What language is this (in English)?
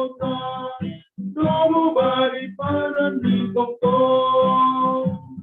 Batak Simalungun